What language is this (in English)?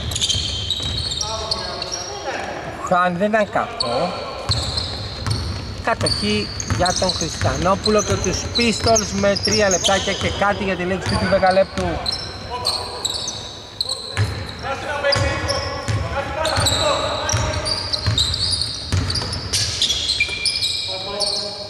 Greek